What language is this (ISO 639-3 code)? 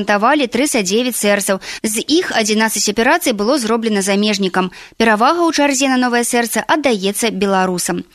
bel